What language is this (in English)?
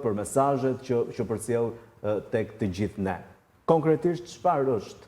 Albanian